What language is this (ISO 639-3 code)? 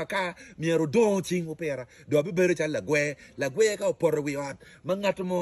ach